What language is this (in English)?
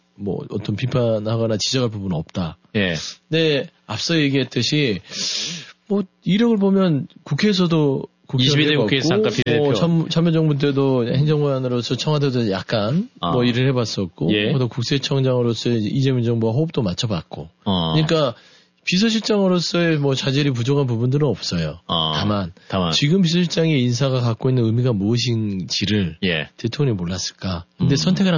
Korean